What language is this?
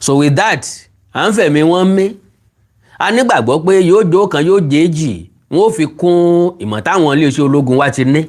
Yoruba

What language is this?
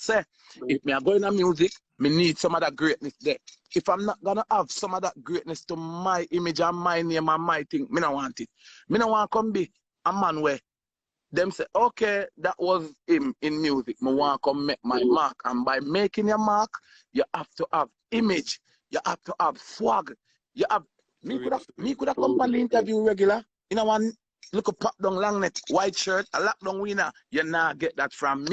Jamaican Creole English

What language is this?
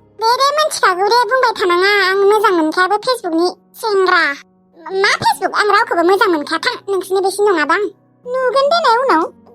Bodo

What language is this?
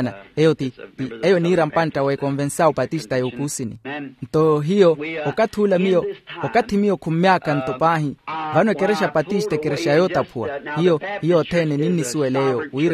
Makhuwa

